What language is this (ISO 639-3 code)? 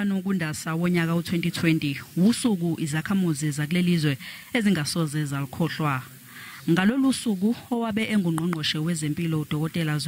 zul